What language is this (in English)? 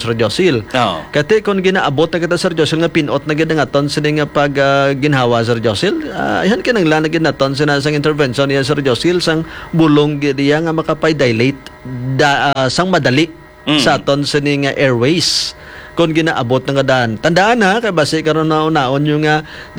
Hiligaynon